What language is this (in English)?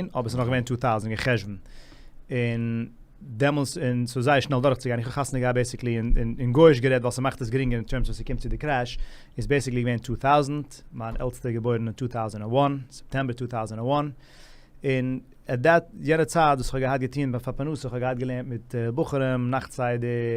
Yiddish